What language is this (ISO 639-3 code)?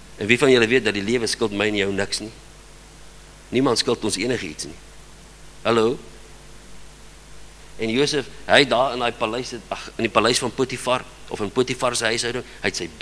afr